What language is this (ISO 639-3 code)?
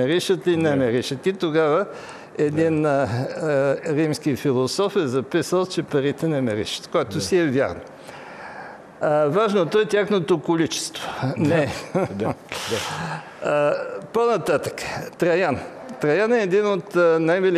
bul